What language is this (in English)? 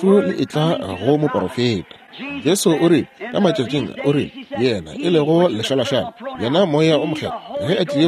Northern Sotho